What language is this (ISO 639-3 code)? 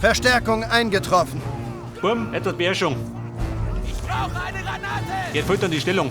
bar